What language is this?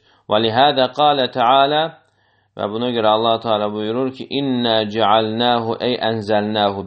Azerbaijani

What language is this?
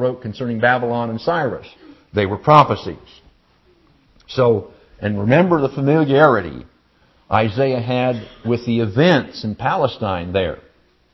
English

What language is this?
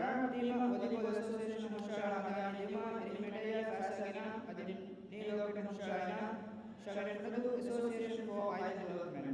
Divehi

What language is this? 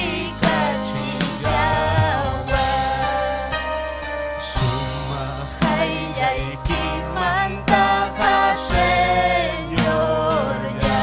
Ayacucho Quechua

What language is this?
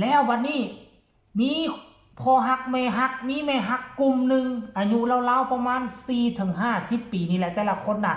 Northeastern Thai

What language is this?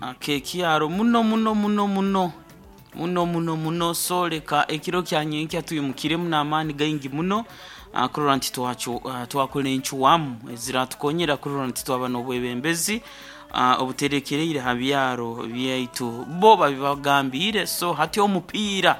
Nyoro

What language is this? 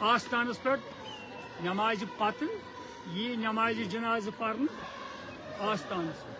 Kashmiri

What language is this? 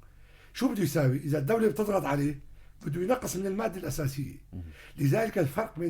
North Levantine Arabic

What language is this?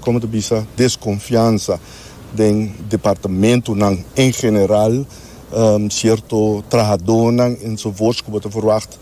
Papiamento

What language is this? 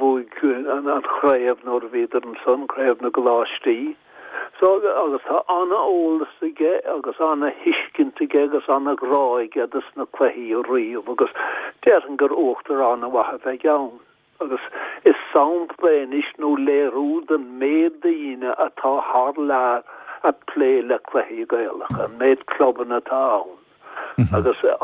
Irish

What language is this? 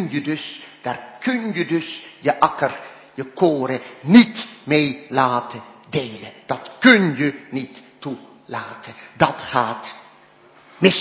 Dutch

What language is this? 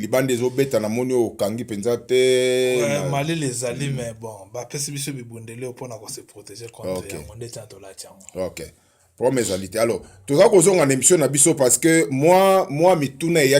Lingala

